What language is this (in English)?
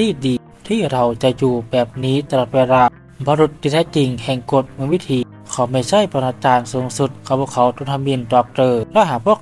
Thai